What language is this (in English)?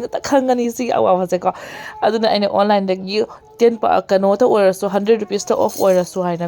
Manipuri